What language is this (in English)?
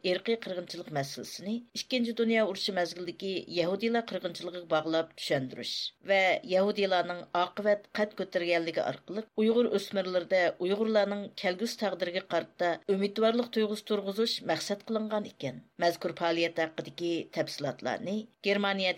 Uyghur